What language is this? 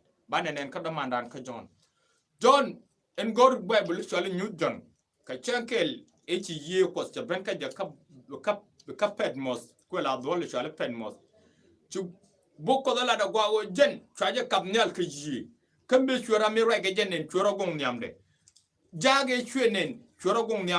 Nuer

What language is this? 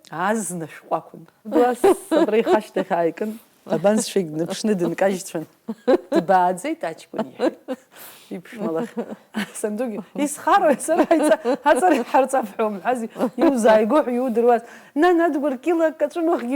Abkhazian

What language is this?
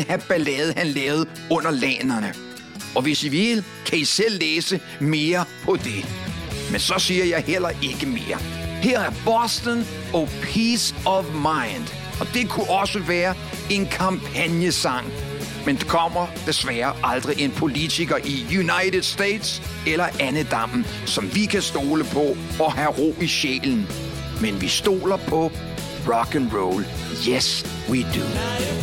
Danish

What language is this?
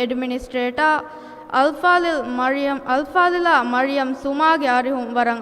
Divehi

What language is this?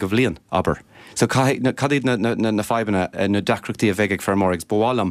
Irish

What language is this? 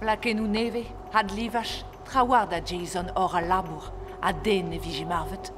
Breton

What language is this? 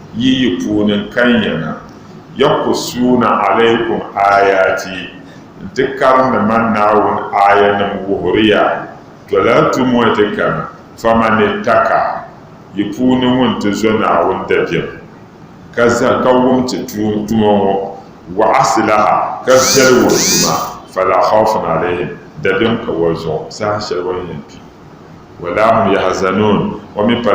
Dagbani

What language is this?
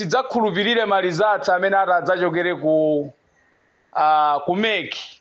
Nyanja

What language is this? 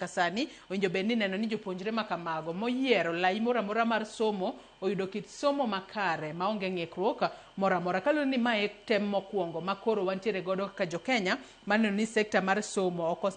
Luo (Kenya and Tanzania)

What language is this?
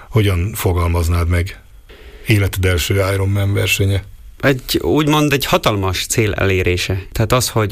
Hungarian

